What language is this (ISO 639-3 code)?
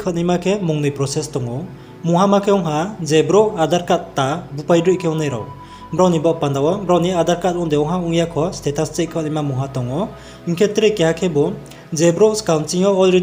ria